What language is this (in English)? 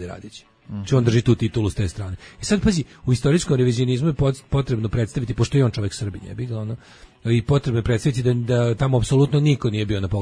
Serbian